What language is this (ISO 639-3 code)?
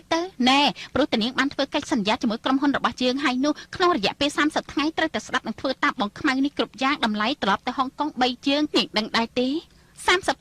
khm